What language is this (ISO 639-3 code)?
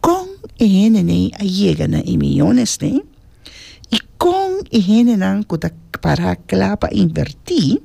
pap